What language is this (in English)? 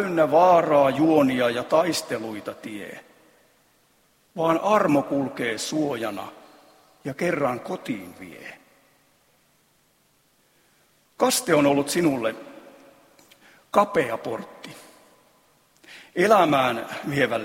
Finnish